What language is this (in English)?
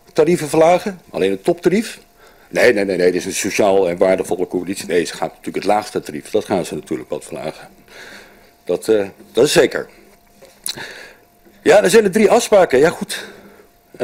Dutch